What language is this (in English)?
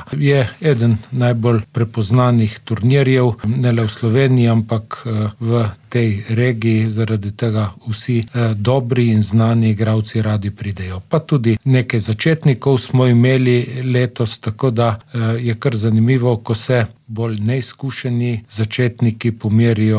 Slovenian